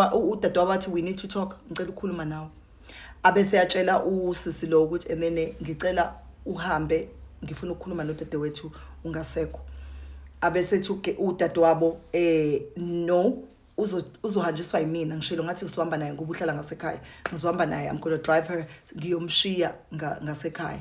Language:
Zulu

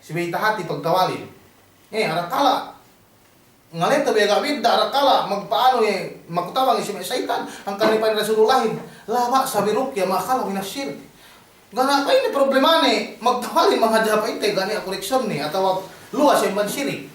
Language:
Yakan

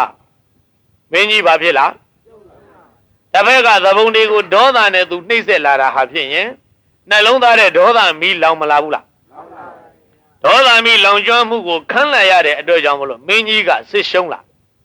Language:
Burmese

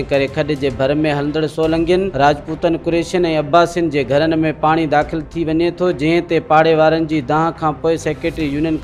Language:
Sindhi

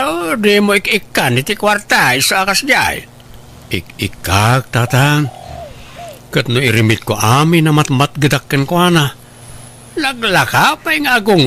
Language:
Iloko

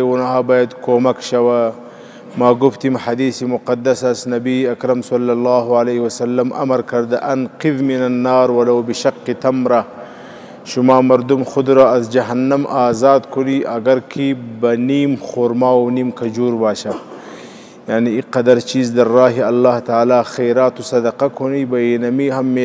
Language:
Pashto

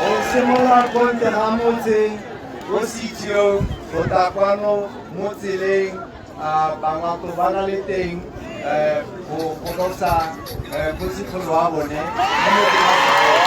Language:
Tswana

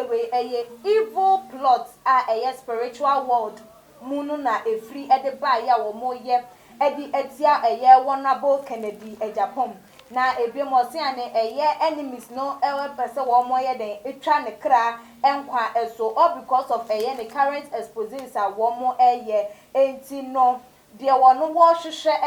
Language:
Akan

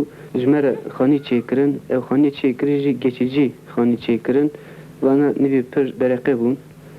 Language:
Kurdish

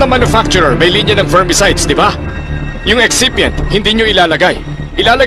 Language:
Filipino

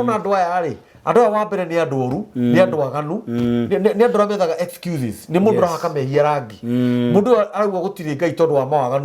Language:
Kikuyu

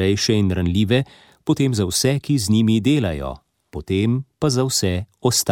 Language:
Slovenian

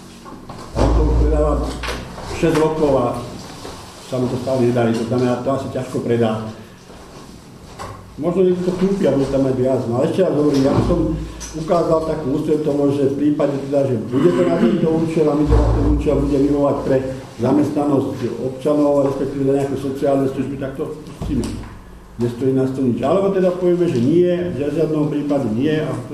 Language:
Slovak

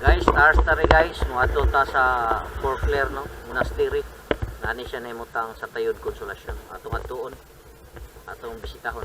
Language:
Cebuano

